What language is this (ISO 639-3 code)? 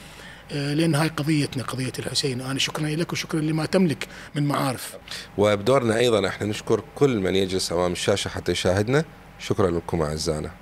acm